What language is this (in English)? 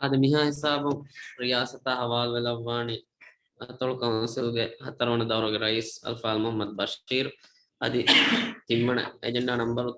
Divehi